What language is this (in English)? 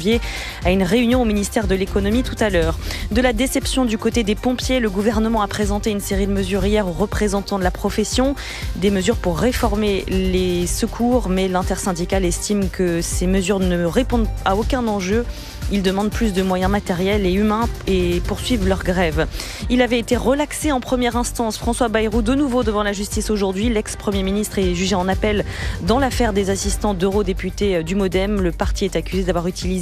French